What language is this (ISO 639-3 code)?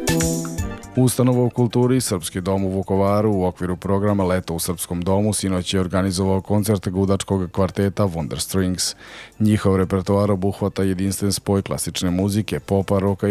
srp